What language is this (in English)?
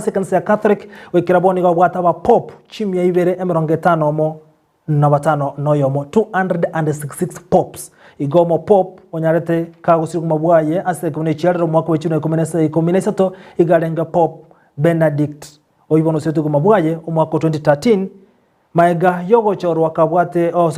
Gusii